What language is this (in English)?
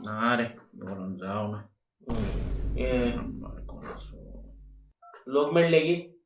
Konkani